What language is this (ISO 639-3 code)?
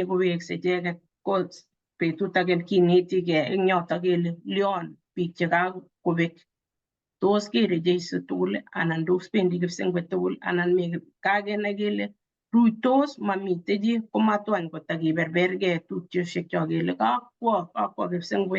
kln